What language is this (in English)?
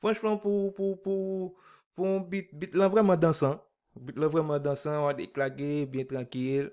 Haitian Creole